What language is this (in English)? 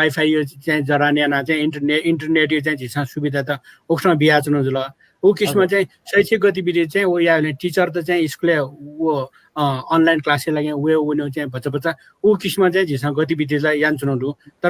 Newari